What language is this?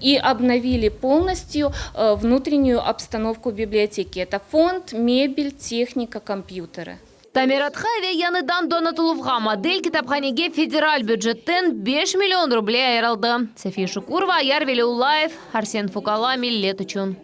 Crimean Tatar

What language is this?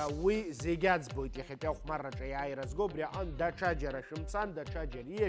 Abkhazian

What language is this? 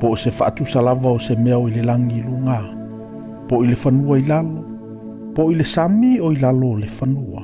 Samoan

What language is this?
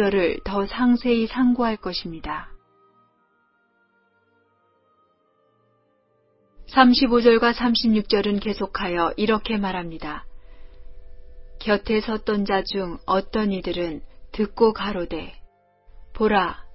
Korean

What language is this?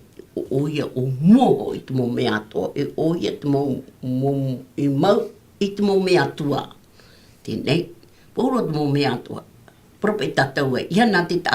Tahitian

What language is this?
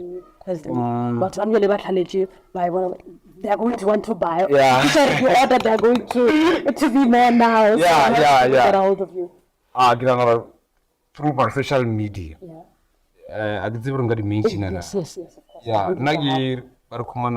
Northern Sotho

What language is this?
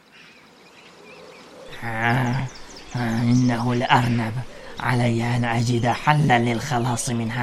Arabic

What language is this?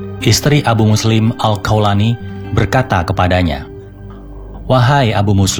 Indonesian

